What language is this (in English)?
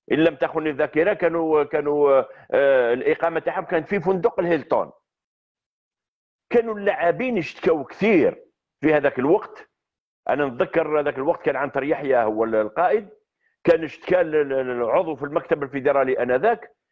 Algerian Arabic